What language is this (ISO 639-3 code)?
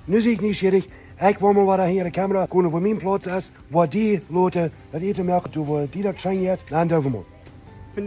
pdt